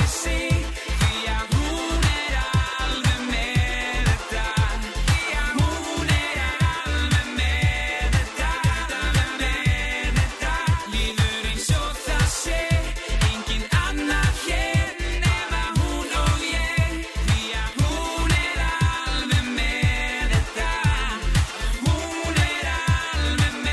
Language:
Icelandic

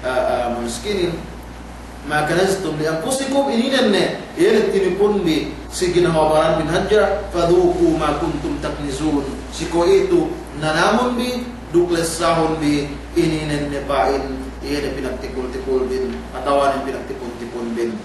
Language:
Yakan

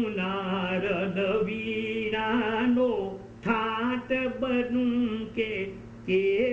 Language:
Gujarati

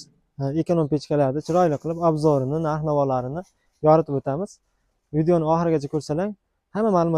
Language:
Uzbek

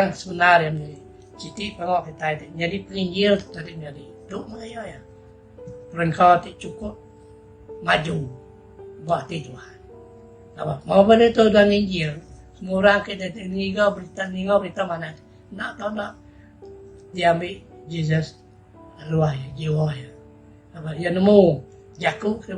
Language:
Iban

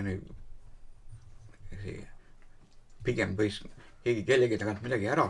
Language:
Estonian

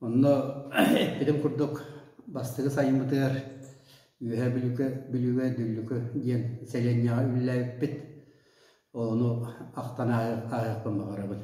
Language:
Yakut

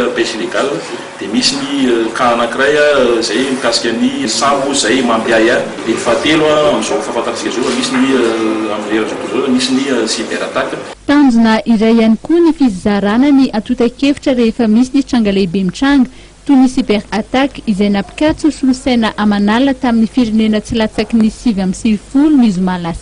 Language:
Malagasy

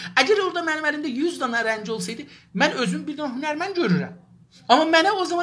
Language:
South Azerbaijani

